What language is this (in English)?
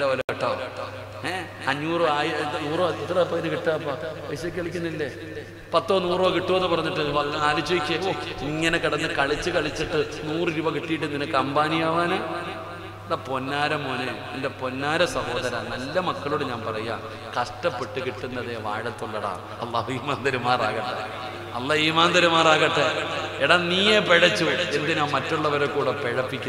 Malayalam